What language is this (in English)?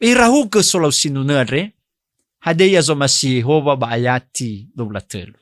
Nias